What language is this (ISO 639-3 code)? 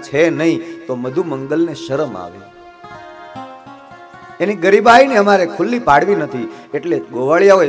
guj